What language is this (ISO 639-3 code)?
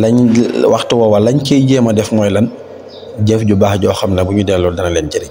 wol